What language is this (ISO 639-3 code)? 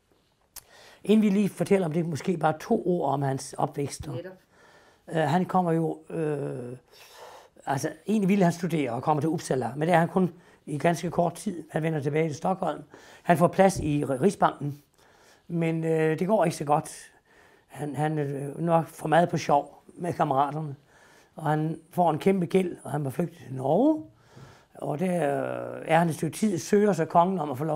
dan